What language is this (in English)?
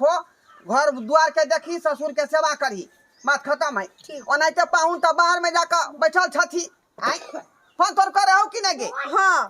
Maithili